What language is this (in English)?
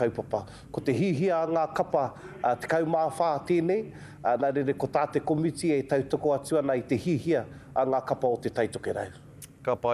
Māori